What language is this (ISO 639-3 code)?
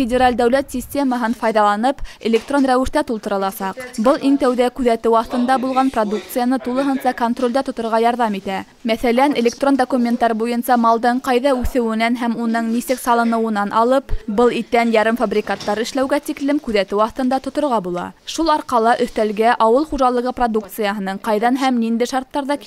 bak